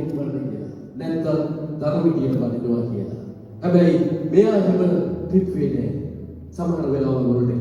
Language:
Sinhala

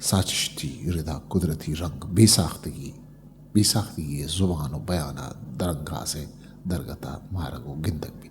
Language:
Eastern Balochi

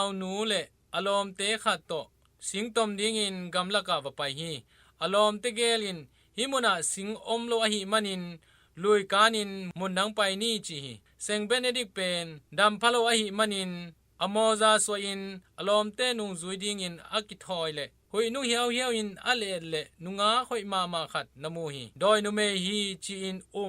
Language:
Tedim Chin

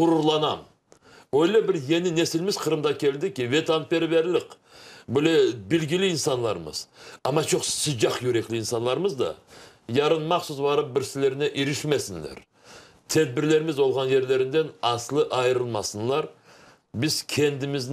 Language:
Crimean Tatar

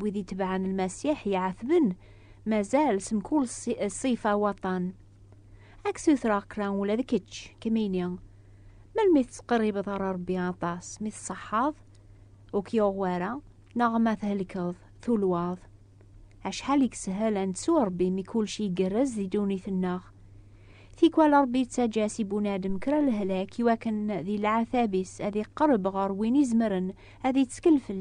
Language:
Kabyle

